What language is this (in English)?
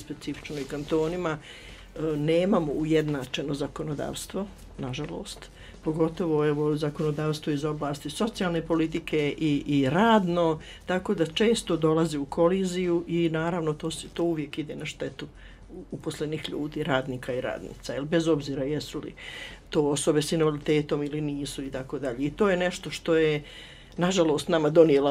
Bosnian